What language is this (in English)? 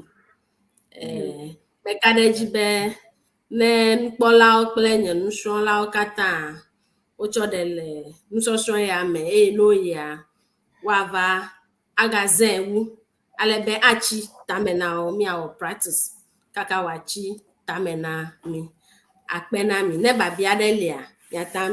Ewe